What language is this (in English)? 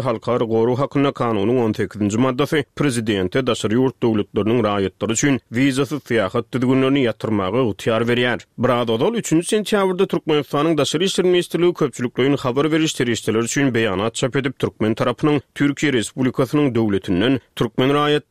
Turkmen